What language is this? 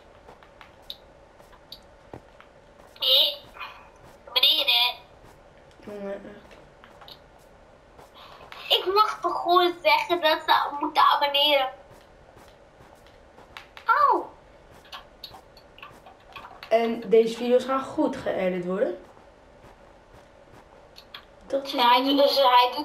Dutch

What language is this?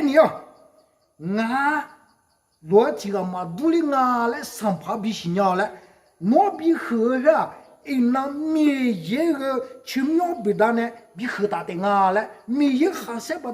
Akha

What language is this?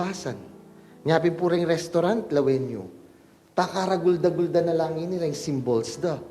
Pampanga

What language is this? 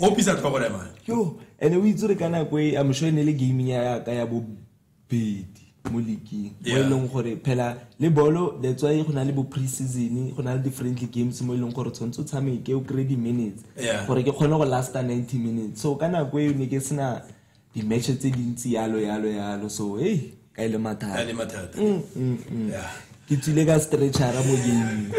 Tswana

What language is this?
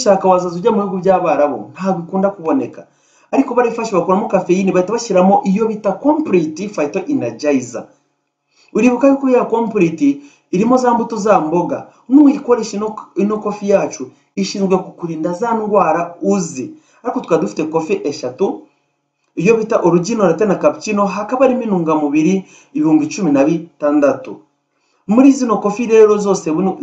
Kinyarwanda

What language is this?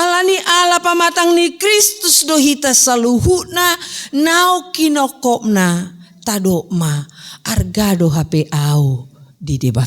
Batak Toba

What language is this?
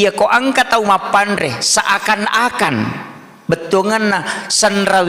Buginese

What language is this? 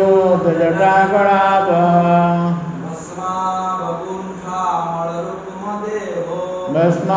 Odia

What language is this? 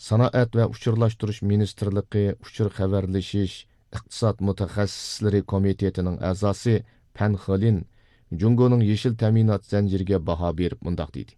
Uyghur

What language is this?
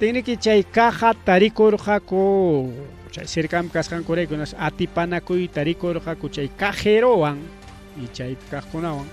Ayacucho Quechua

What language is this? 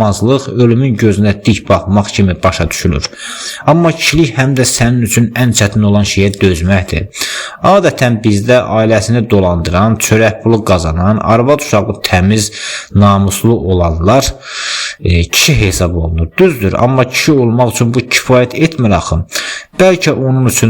Azerbaijani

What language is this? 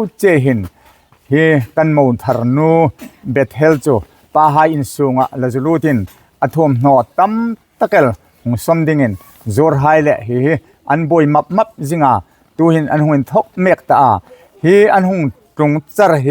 Hmar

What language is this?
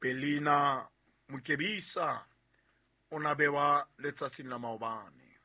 Southern Sotho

